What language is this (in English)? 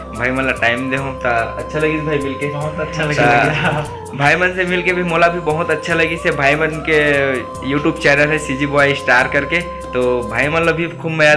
Chhattisgarhi